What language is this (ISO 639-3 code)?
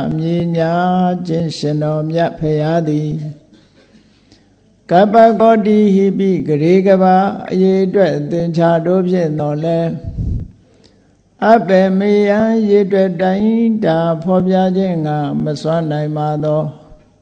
mya